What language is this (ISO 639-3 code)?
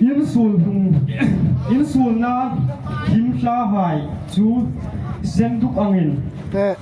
hmr